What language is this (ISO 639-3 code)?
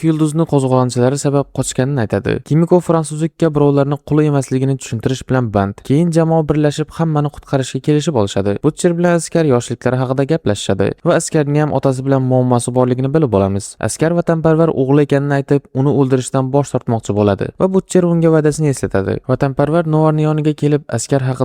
uzb